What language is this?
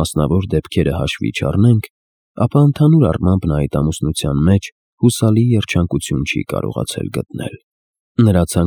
Armenian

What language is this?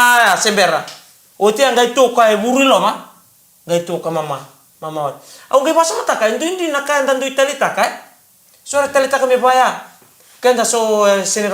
Fijian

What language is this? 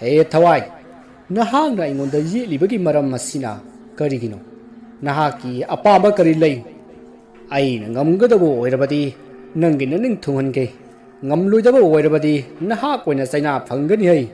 Manipuri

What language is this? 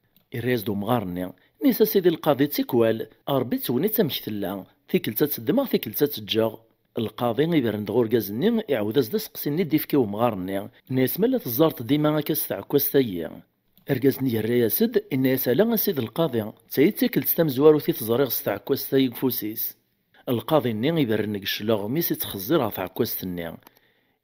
Kabyle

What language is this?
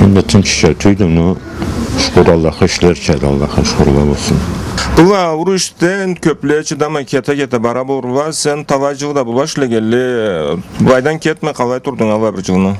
Karachay-Balkar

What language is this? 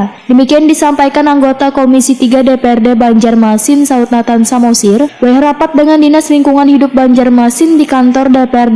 Banjar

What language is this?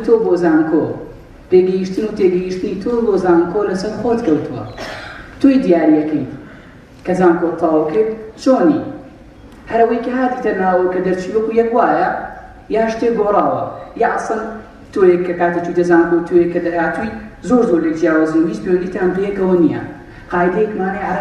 Central Kurdish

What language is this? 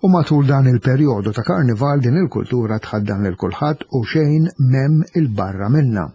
Maltese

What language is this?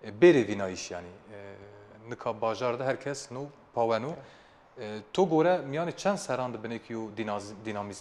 Zaza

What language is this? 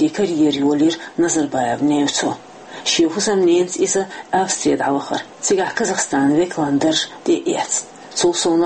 Chechen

